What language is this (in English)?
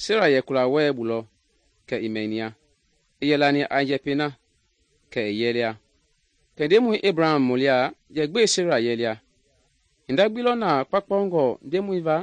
Mende